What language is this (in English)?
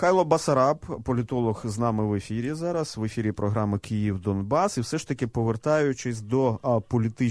Ukrainian